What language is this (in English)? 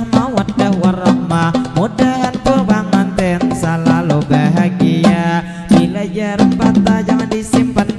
Banjar